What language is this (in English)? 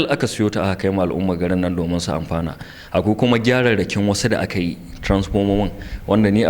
Hausa